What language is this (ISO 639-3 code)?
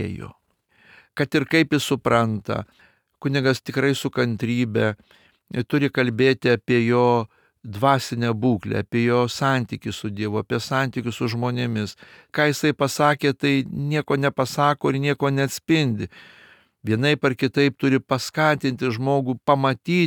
lit